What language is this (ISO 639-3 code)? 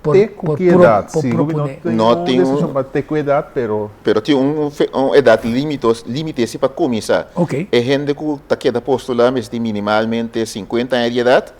pap